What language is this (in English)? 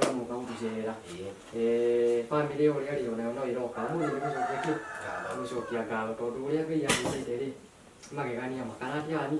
Kikuyu